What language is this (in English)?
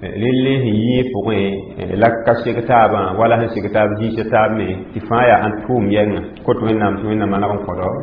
Mossi